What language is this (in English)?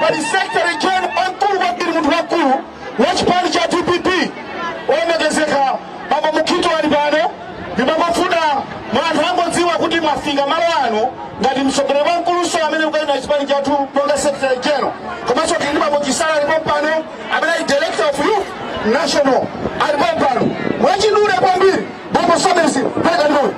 Nyanja